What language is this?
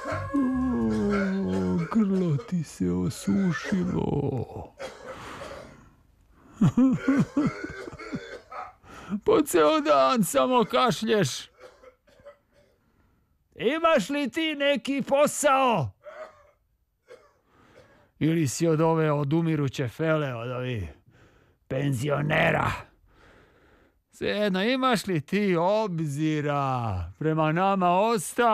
Serbian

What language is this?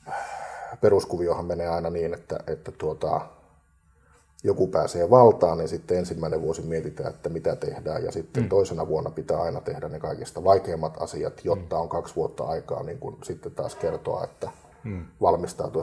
Finnish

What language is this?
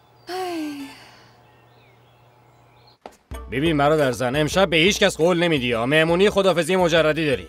Persian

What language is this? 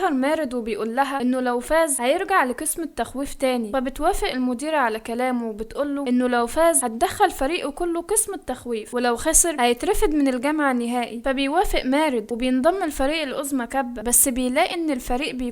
Egyptian Arabic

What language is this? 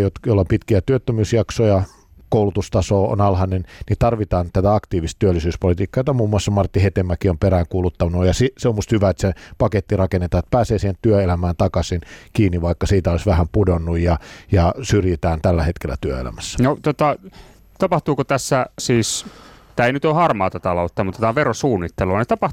Finnish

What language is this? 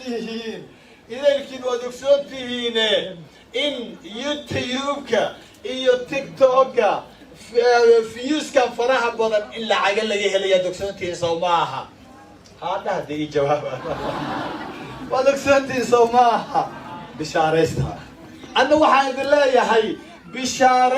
Somali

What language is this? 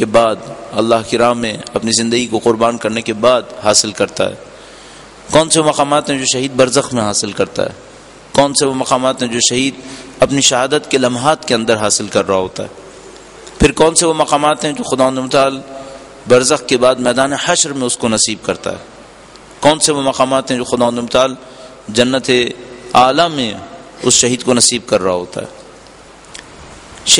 Urdu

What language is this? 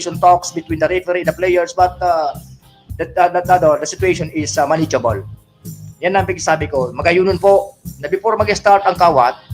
Bikol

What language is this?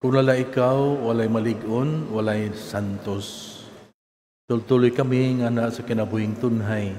Cebuano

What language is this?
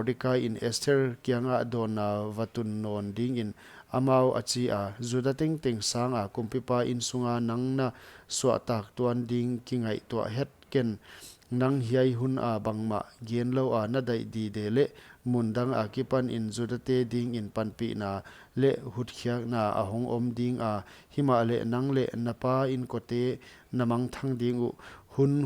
Paite Chin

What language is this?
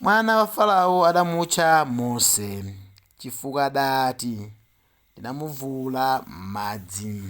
Nyanja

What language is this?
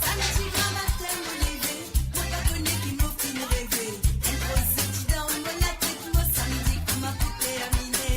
Morisyen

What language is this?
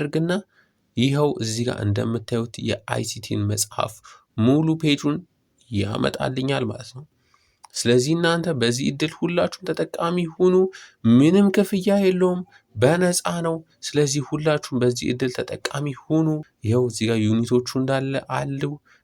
Amharic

